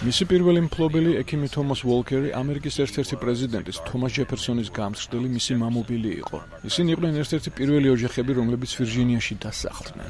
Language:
Georgian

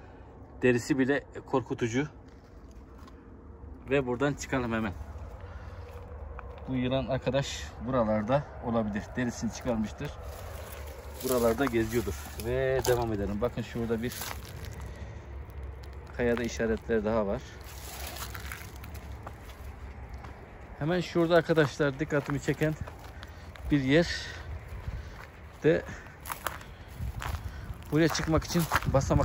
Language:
Turkish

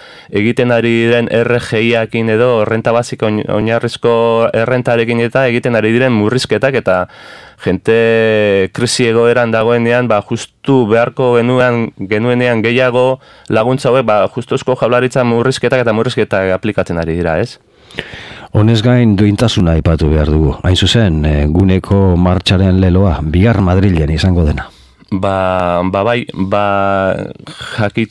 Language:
Basque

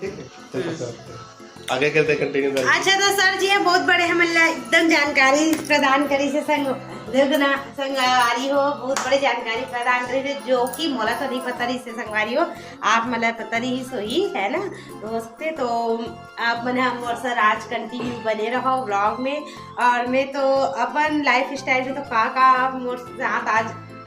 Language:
Chhattisgarhi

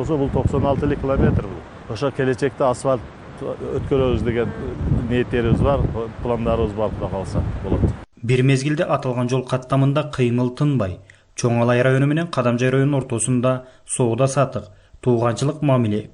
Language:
Kyrgyz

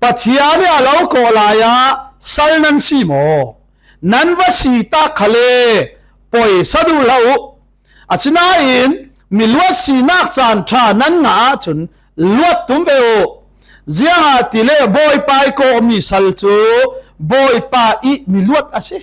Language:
Falam Chin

